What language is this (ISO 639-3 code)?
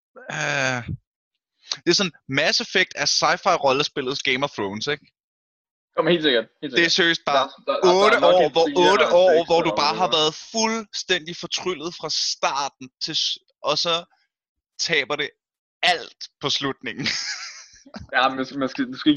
dan